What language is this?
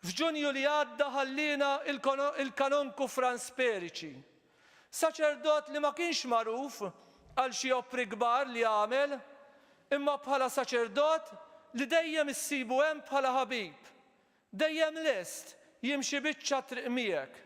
Maltese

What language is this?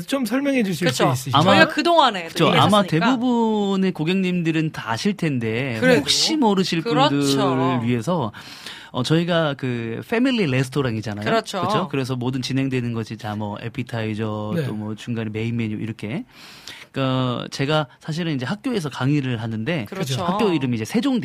Korean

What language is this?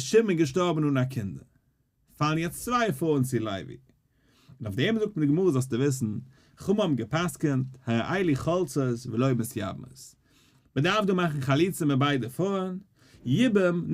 Yiddish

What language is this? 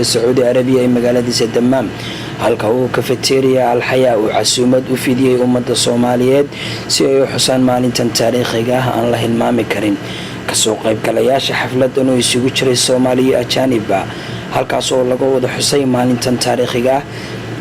Somali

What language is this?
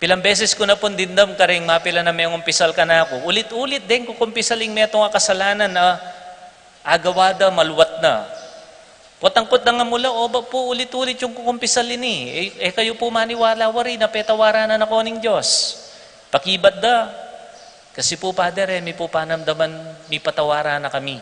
Pampanga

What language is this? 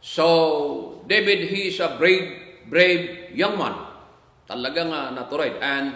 Iloko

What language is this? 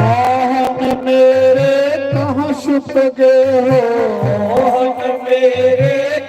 Dogri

